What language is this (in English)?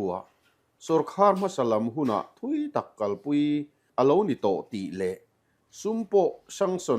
Mizo